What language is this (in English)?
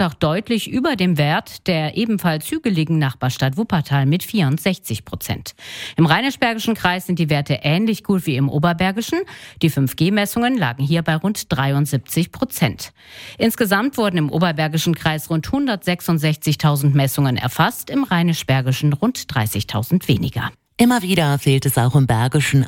German